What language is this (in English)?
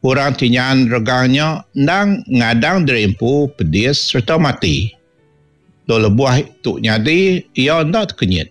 Iban